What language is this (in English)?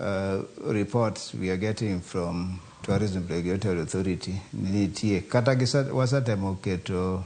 Luo (Kenya and Tanzania)